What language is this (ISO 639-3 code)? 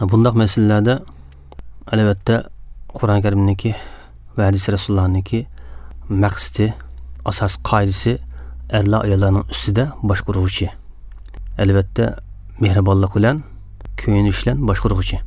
uig